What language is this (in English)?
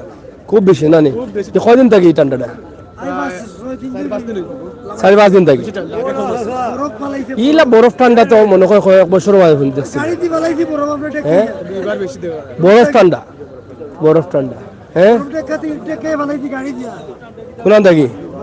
Sylheti